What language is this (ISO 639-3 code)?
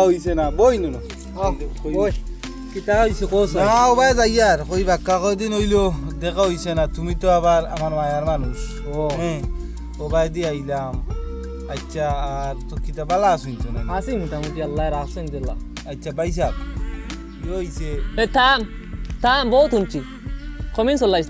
syl